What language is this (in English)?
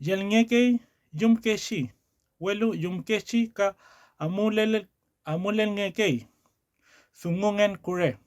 Mapuche